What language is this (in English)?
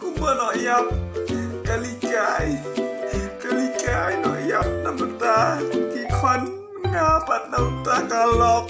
Khasi